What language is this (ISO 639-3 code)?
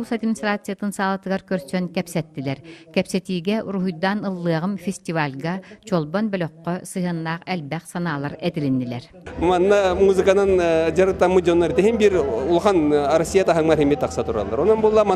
sah